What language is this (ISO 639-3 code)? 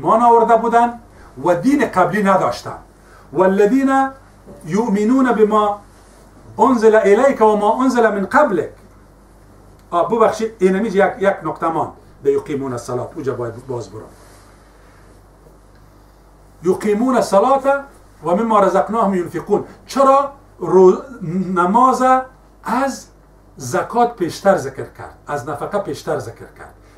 fas